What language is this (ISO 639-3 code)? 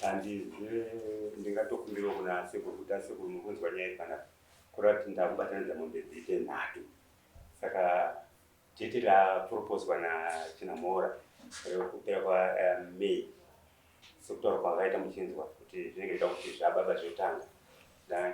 sna